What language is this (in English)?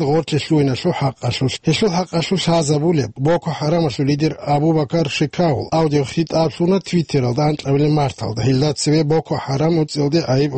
Avaric